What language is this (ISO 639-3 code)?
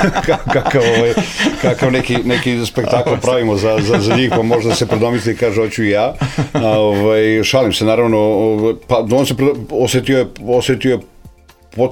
srp